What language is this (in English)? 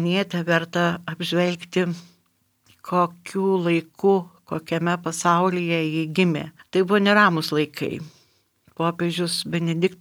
Lithuanian